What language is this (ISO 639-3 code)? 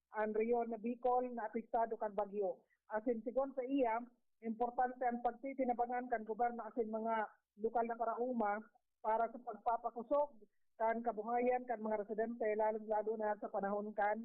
bik